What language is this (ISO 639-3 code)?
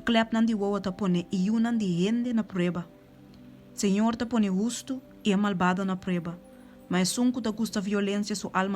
pap